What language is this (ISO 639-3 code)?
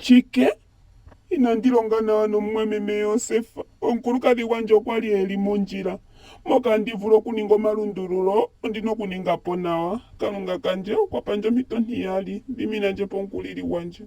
ndo